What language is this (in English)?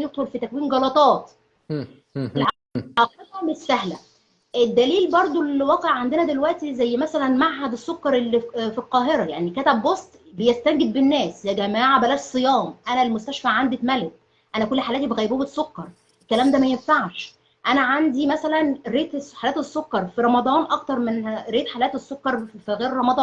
Egyptian Arabic